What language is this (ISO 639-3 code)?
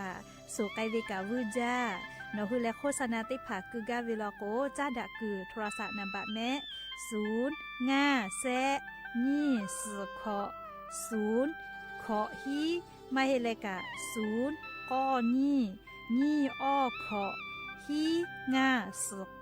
lhu